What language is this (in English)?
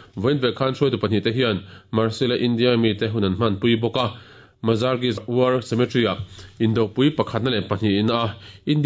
Mizo